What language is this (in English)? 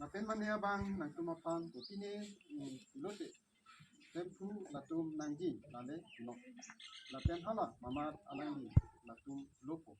Karbi